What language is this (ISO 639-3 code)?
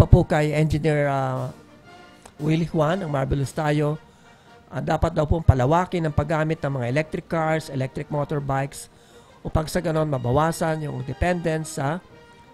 fil